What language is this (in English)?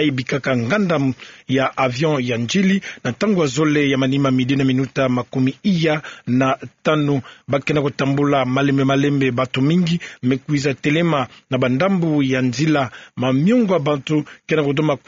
Kituba (Democratic Republic of Congo)